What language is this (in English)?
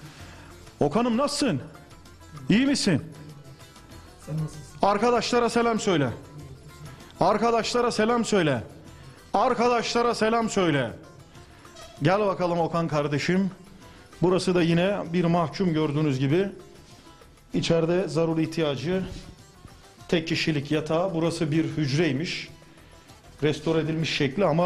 Turkish